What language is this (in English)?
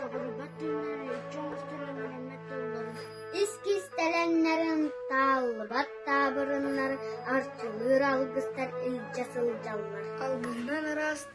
Yakut